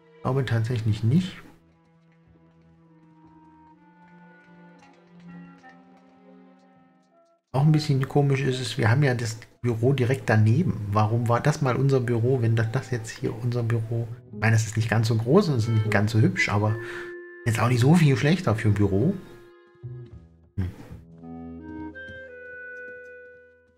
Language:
German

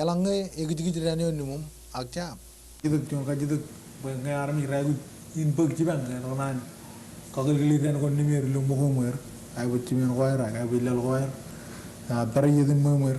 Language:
Marshallese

